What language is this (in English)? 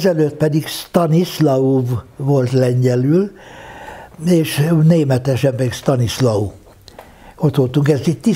Hungarian